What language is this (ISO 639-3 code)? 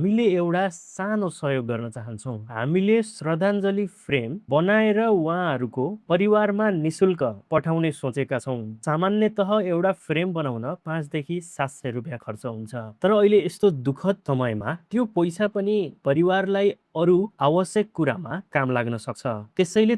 nep